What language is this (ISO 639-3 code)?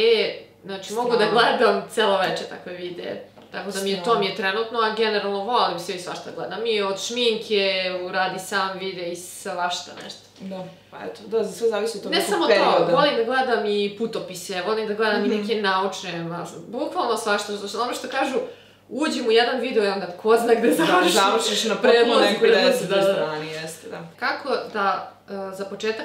srp